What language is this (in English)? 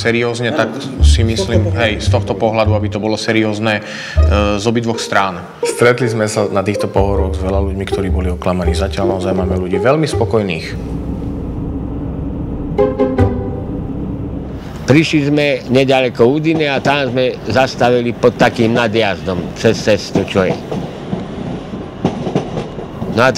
Slovak